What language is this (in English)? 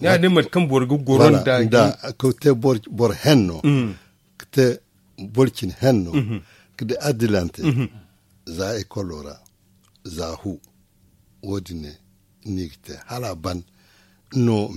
Zarma